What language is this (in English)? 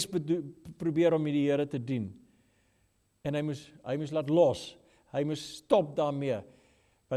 Afrikaans